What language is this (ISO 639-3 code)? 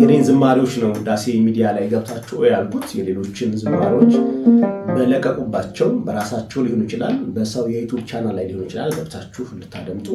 amh